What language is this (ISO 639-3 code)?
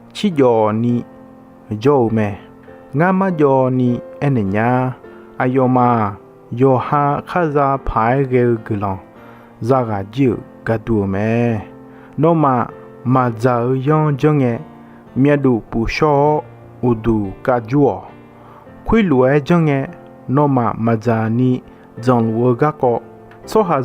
ahk